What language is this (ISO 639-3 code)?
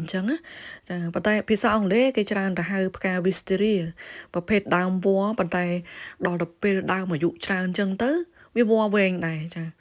khm